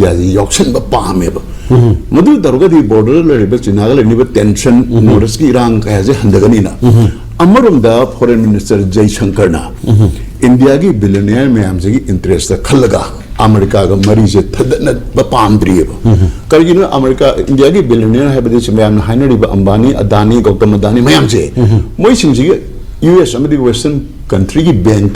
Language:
Manipuri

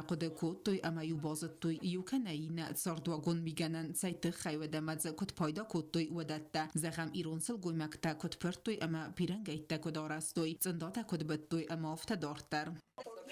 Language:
Ossetic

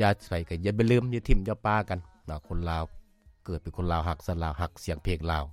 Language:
Lao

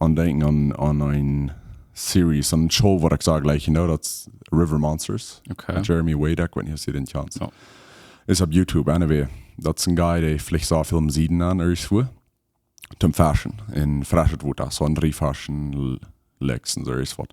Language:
Plautdietsch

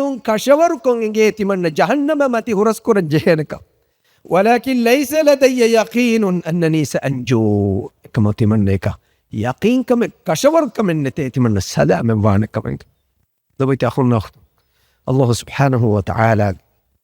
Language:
Divehi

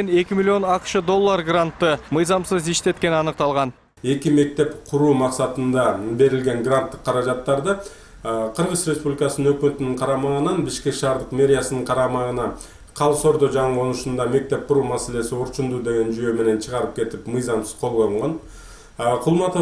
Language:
Kyrgyz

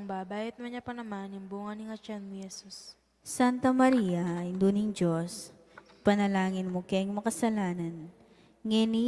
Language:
Pampanga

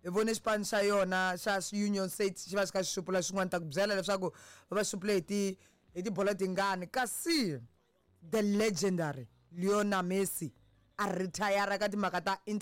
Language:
Tsonga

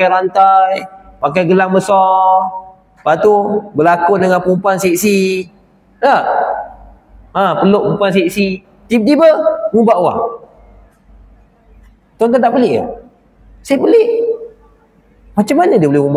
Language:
Malay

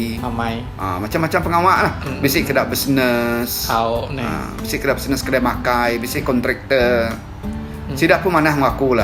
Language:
Iban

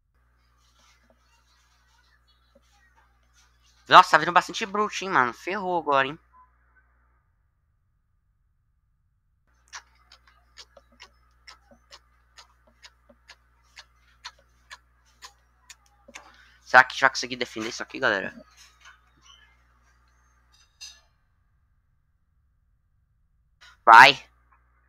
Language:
Portuguese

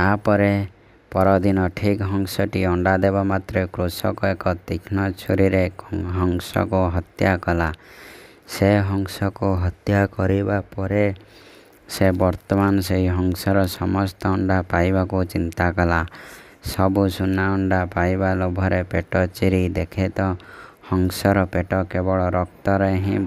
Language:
Odia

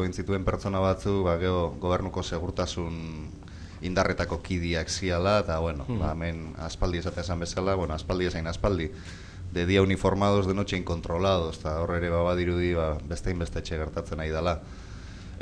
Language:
Basque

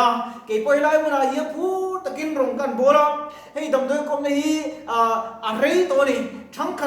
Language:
Mizo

